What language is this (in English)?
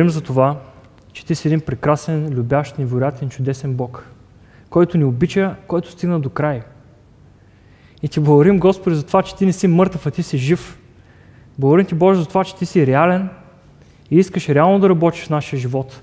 Bulgarian